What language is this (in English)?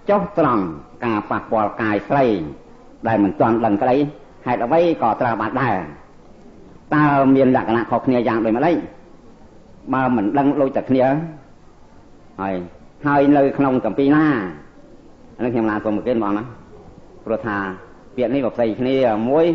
Khmer